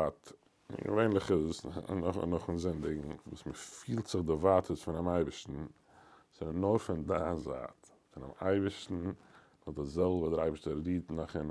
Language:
Yiddish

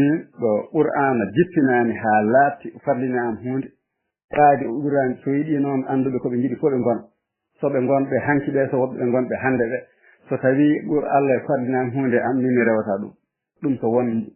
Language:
Fula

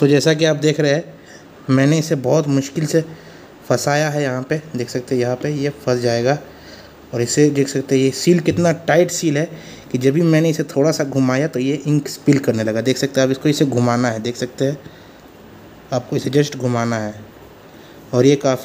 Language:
Hindi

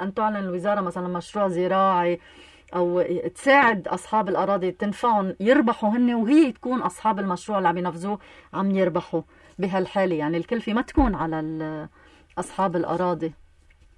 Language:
North Levantine Arabic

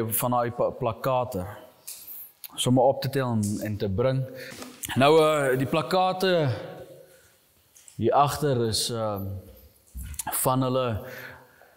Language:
Afrikaans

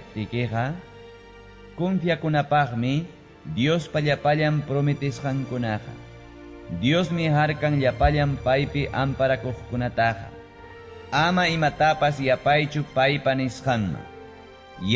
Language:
Ayacucho Quechua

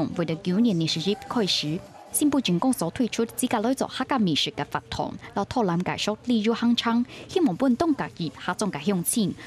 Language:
Hakka Chinese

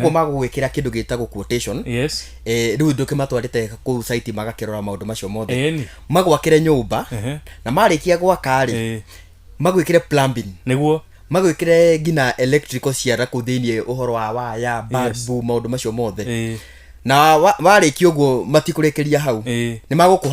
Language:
Kikuyu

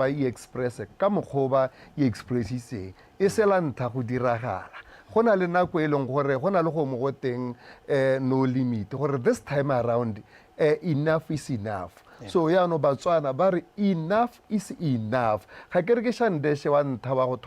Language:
Tswana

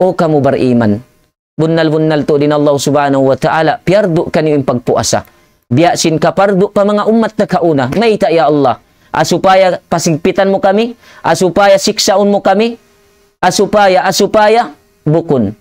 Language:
Tausug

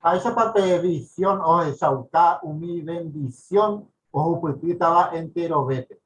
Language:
Guarani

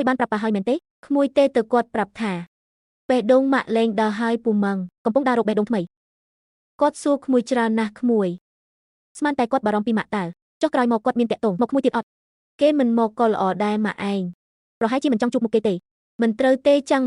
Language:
Khmer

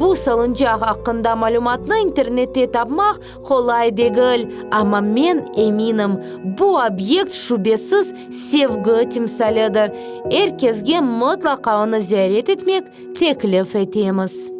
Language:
Crimean Tatar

